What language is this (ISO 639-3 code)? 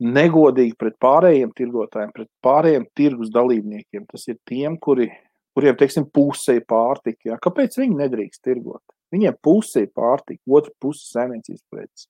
lav